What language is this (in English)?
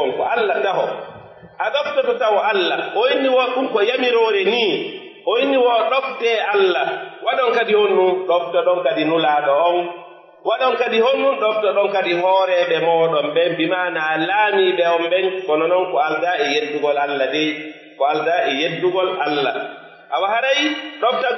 Pular